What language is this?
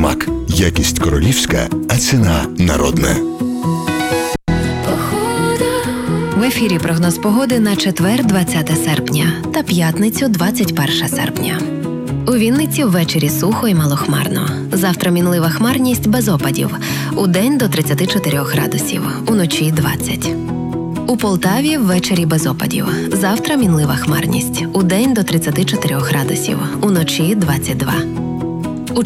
Ukrainian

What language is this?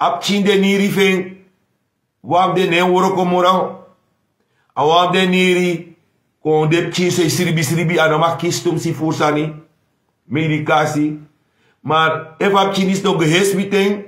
Sranan Tongo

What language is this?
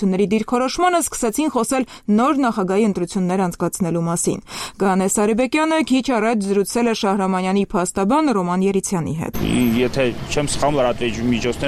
Armenian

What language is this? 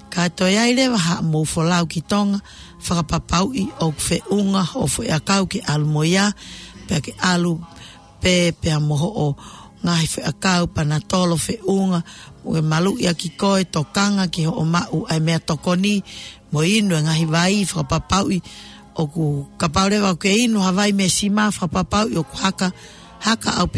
Tongan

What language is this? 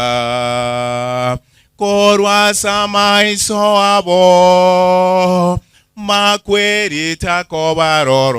Gusii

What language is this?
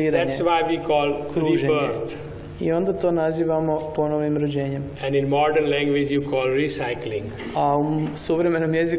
Croatian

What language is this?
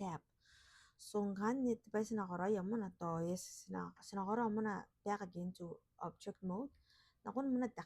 Gilbertese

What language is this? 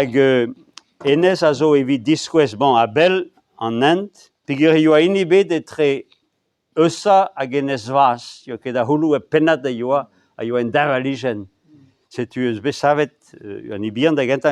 Breton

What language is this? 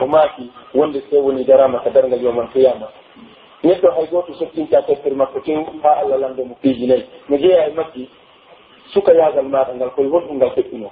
Pular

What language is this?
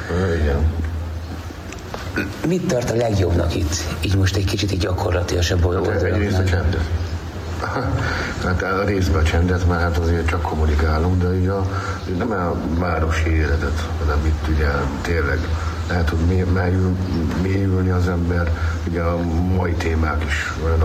Hungarian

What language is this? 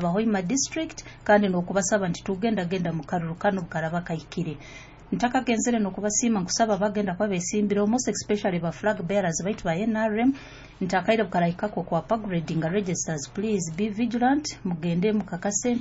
Nyoro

